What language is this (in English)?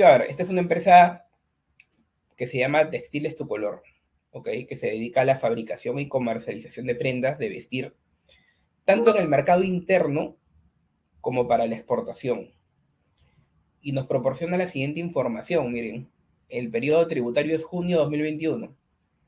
Spanish